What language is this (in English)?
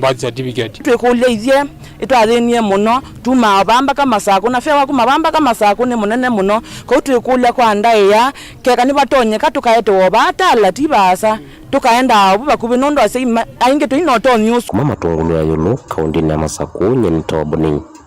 Kamba